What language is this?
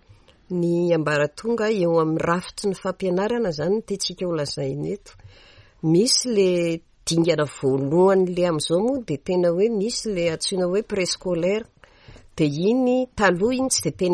Malagasy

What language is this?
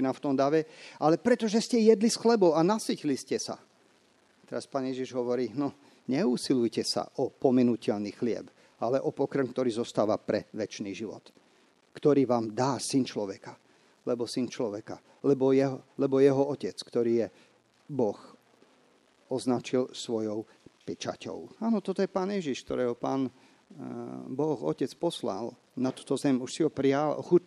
Slovak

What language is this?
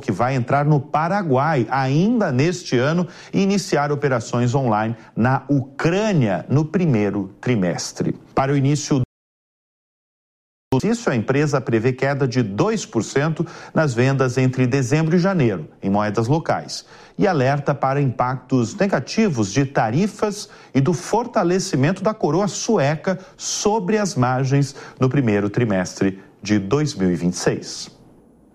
Portuguese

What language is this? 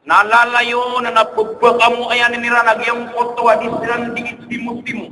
Maranao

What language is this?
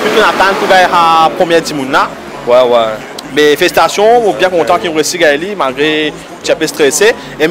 Morisyen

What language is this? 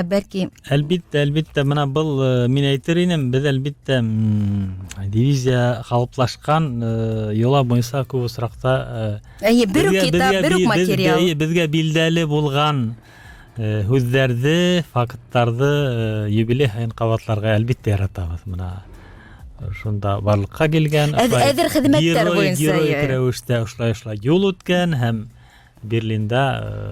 Bashkir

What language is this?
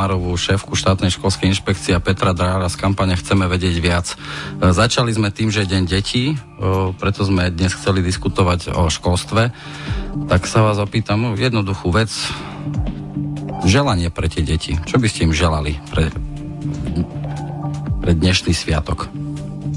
Slovak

